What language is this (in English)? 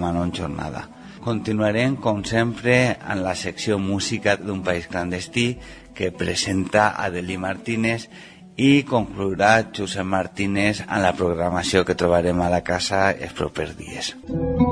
Catalan